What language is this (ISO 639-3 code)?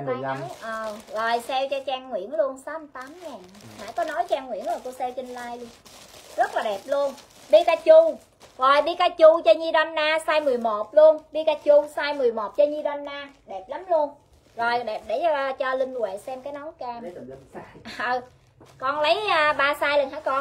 vie